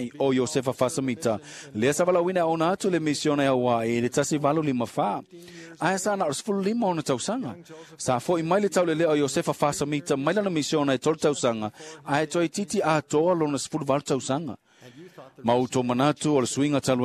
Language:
Samoan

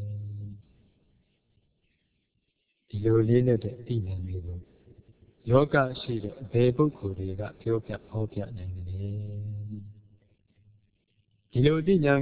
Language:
Burmese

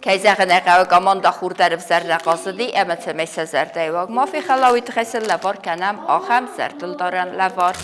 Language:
Ossetic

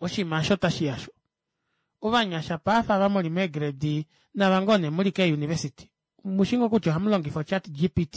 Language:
Kuanyama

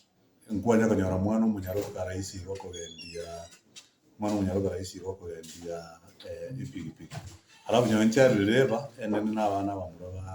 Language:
Gusii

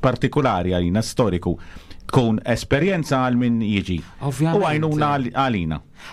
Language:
Maltese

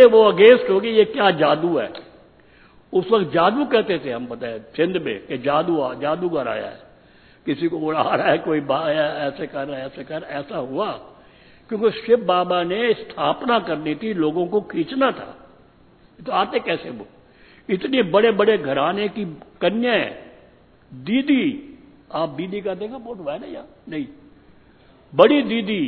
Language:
Hindi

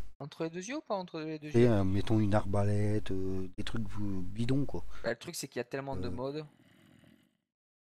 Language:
French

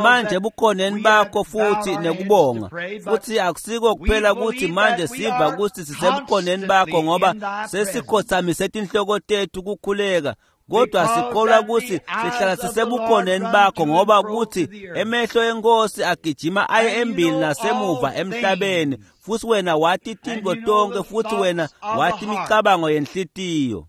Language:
Swati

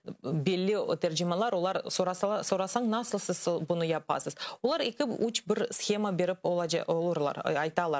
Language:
Crimean Tatar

